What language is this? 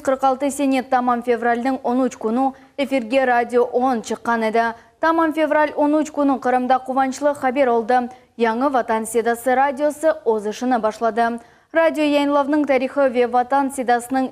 Crimean Tatar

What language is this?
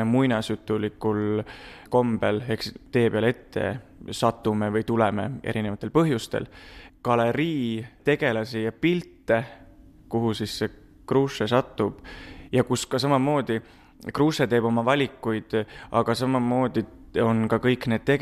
Estonian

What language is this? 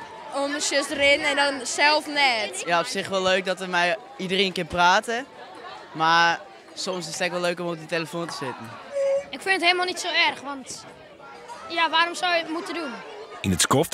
Western Frisian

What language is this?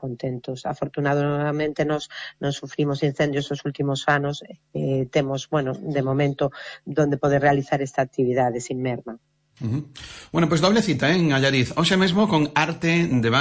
Galician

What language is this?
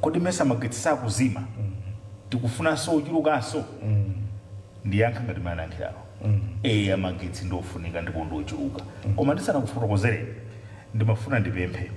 Nyanja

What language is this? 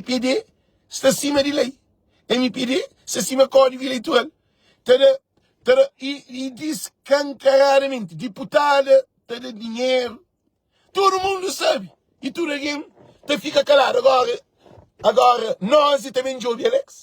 Kabuverdianu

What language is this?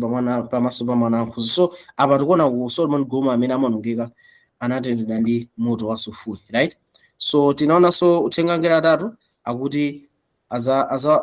Nyanja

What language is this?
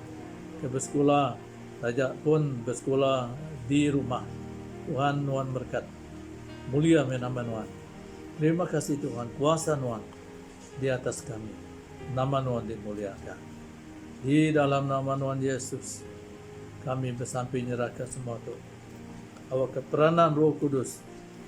Iban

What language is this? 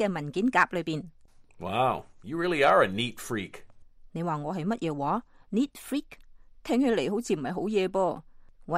Cantonese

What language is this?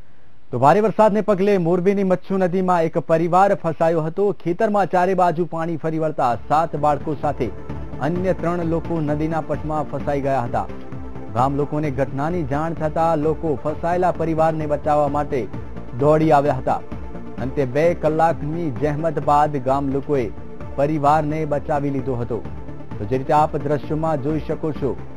Gujarati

